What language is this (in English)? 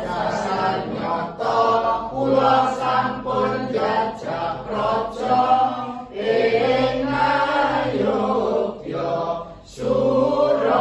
Javanese